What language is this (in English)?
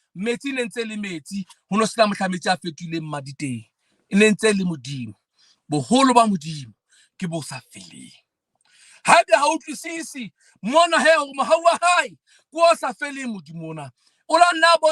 Southern Sotho